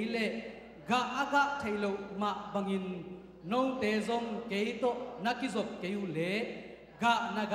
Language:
Tedim Chin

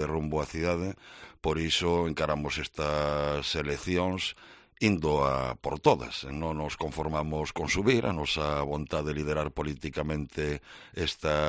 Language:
Galician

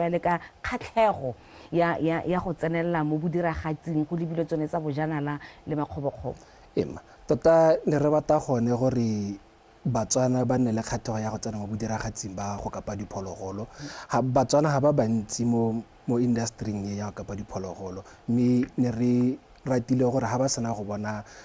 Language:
Tswana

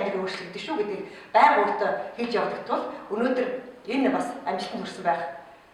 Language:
Mongolian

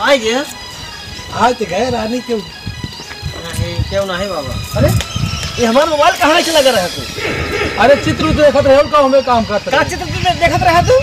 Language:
Awadhi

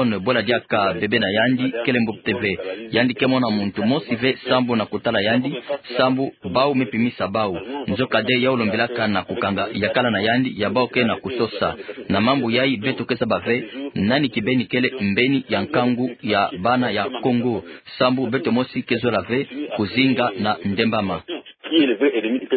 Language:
Kituba (Democratic Republic of Congo)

